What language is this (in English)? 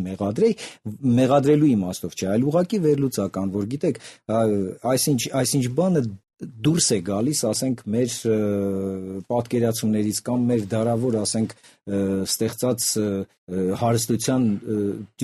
Armenian